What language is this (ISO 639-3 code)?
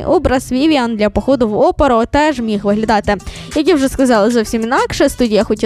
ukr